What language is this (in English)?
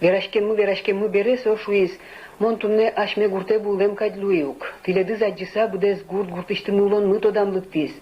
Udmurt